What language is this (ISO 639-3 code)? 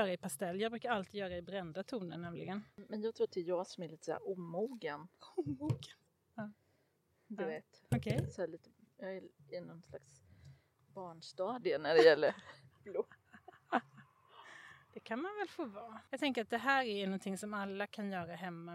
swe